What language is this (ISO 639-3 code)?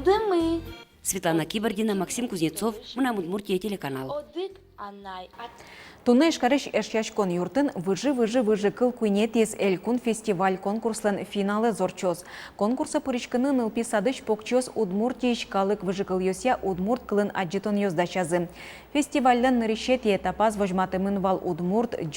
udm